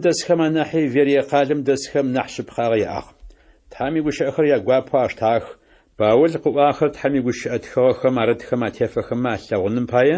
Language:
Adyghe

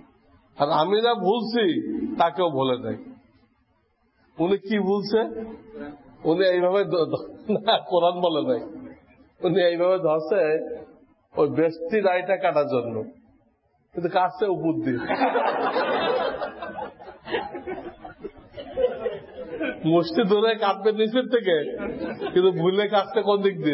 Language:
Bangla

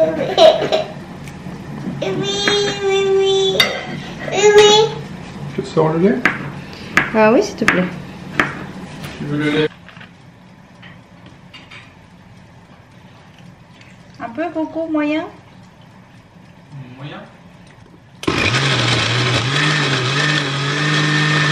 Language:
French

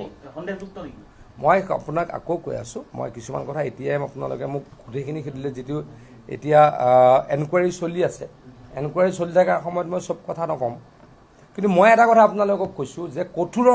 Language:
Assamese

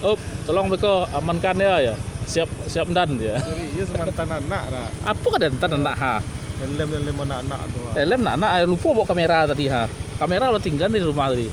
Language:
Minangkabau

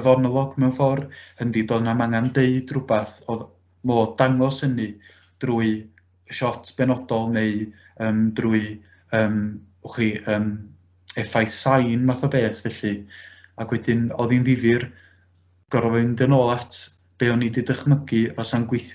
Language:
Welsh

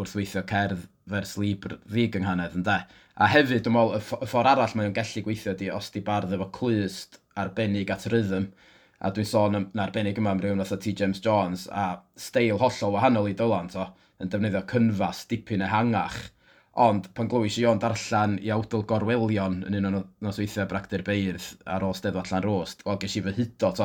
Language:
Welsh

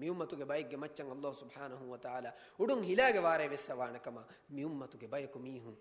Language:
Divehi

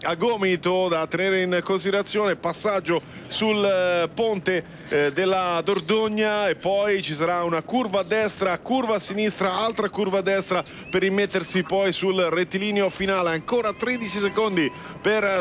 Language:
Italian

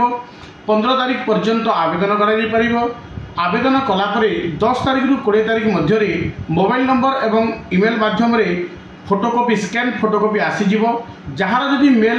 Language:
Odia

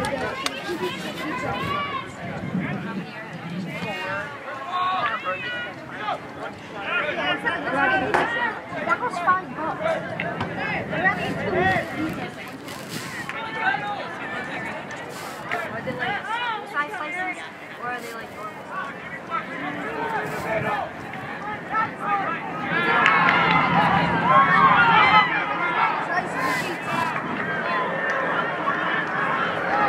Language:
English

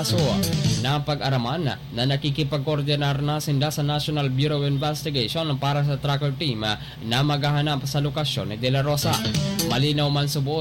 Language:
Bikol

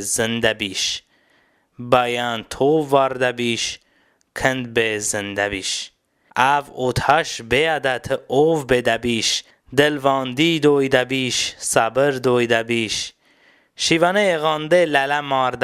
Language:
Talysh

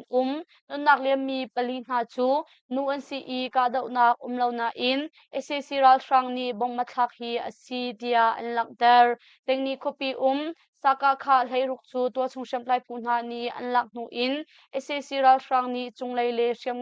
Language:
Hakha Chin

